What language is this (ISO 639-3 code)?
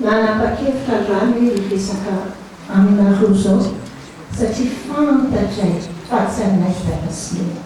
mlg